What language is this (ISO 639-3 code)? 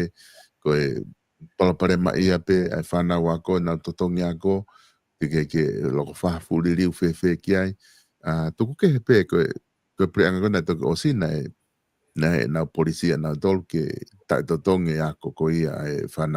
ton